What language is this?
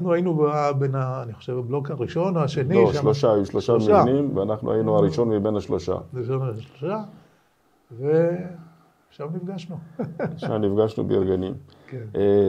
Hebrew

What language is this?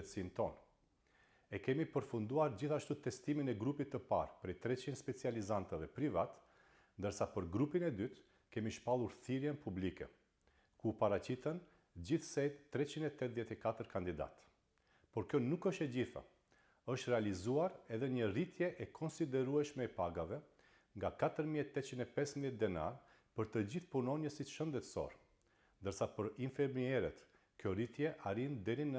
Albanian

